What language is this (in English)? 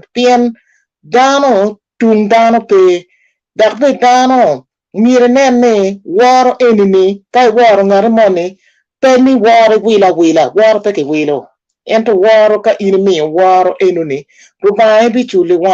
Acoli